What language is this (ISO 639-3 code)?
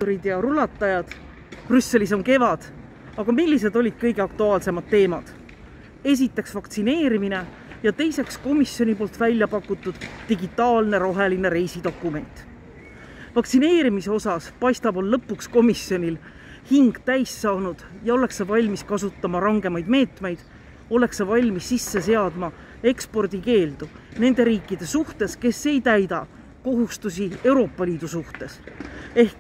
est